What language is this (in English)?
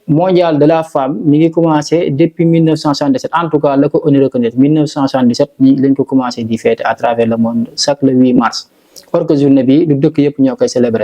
Wolof